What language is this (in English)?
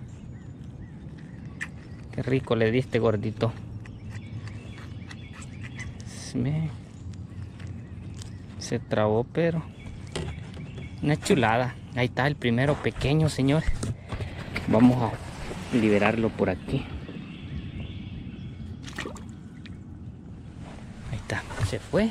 Spanish